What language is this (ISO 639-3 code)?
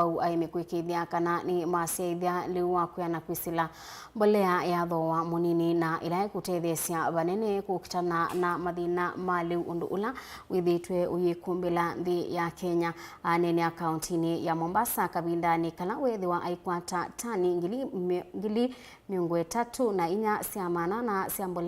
kam